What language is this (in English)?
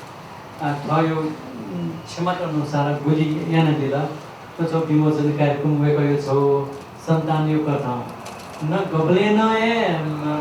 Newari